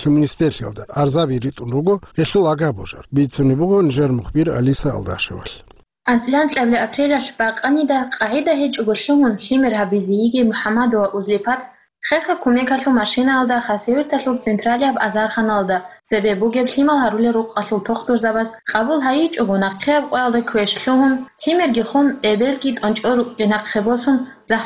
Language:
Avaric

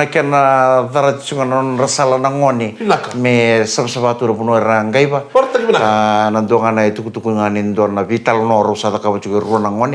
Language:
Fijian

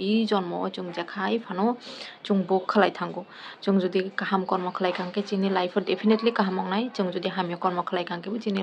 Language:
Kok Borok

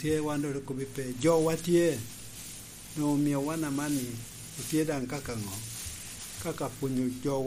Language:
Lango (Uganda)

